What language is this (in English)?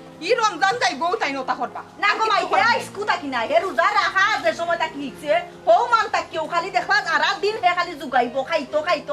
Sylheti